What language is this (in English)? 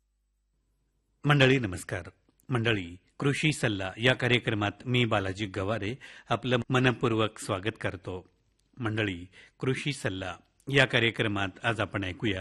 Marathi